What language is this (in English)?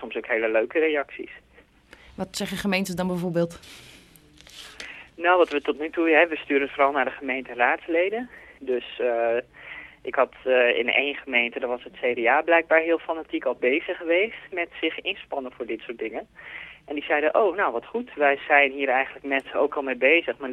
Dutch